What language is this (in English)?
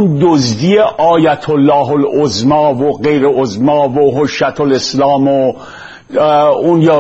Persian